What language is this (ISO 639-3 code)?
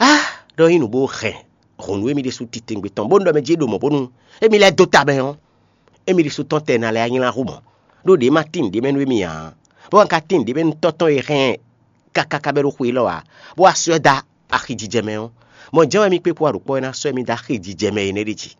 fon